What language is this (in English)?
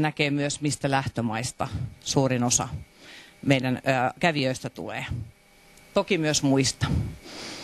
Finnish